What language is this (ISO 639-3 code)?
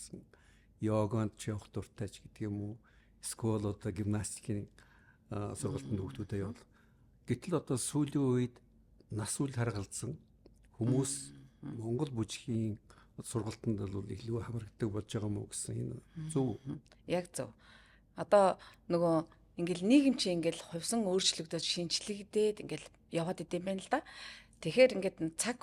mon